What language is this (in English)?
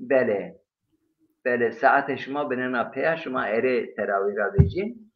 Zaza